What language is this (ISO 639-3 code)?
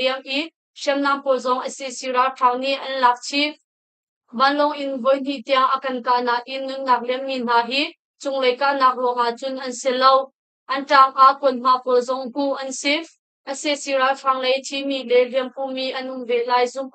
cnh